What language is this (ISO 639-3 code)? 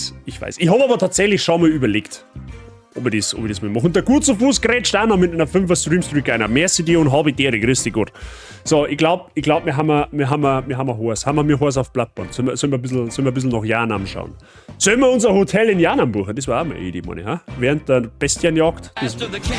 bar